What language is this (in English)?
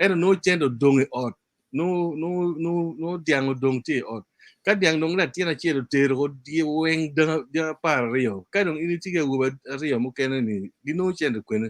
Acoli